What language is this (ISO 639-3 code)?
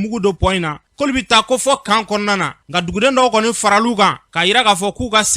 bam